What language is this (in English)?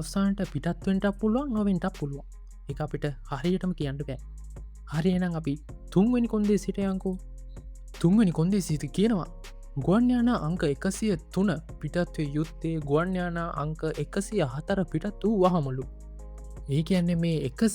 Sinhala